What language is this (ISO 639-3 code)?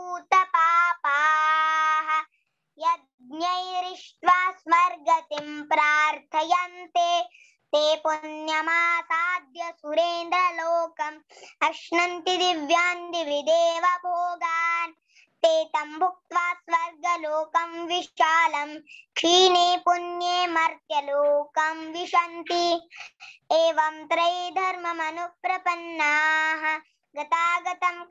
san